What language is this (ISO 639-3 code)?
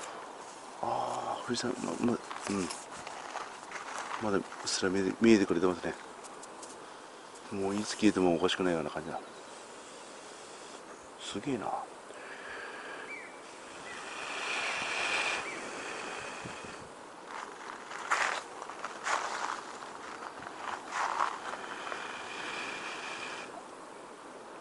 jpn